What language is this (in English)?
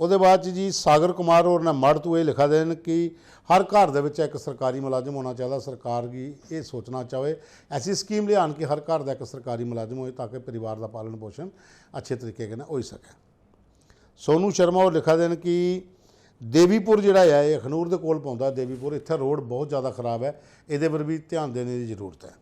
Dogri